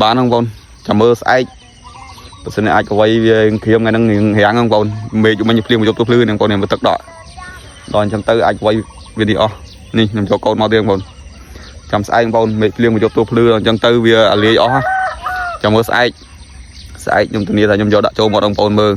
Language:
Khmer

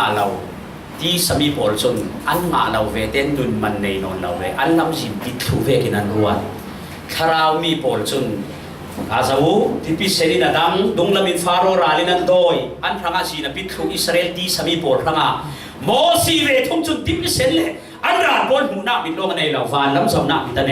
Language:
Falam Chin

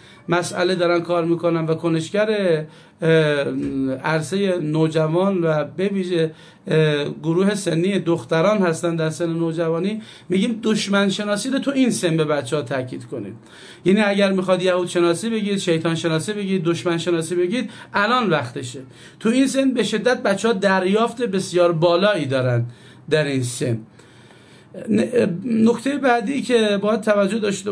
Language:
Persian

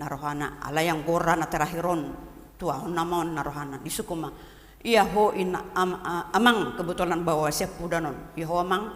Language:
Batak Toba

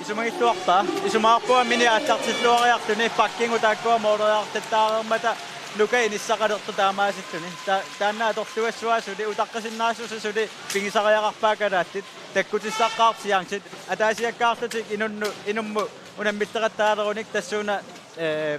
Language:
Kalaallisut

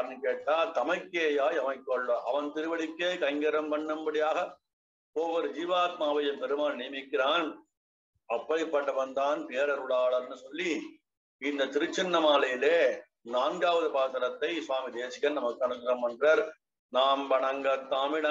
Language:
Tamil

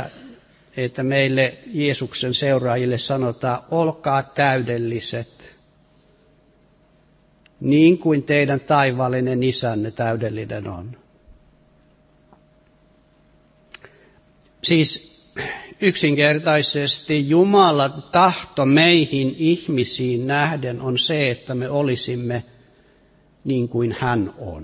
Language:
Finnish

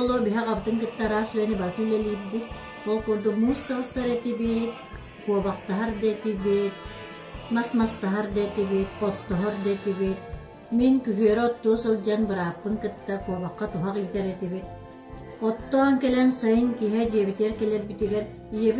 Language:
Yakut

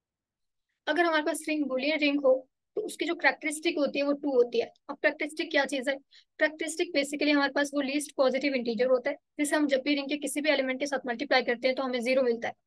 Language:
Hindi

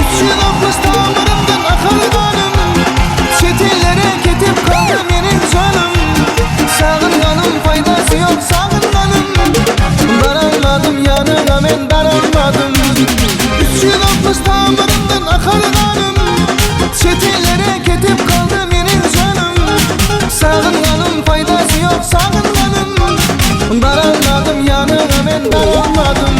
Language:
Turkmen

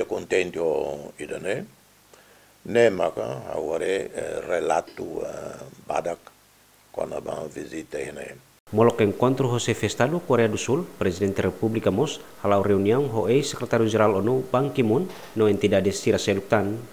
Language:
Tetum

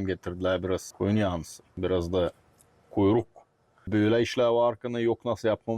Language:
Gagauz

